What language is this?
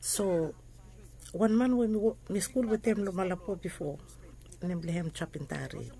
Bislama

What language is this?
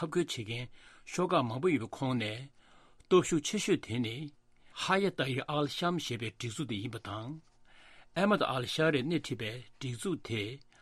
Tibetan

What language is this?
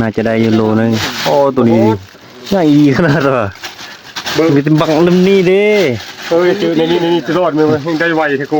Northeastern Thai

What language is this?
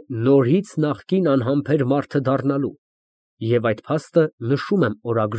Armenian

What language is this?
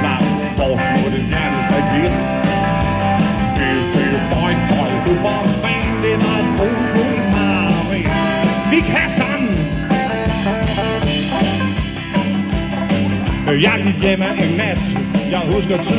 Danish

